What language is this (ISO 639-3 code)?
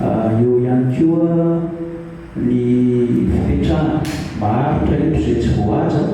mlg